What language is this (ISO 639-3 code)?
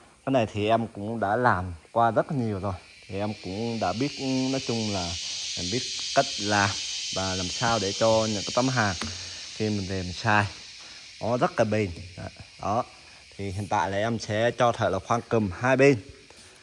vie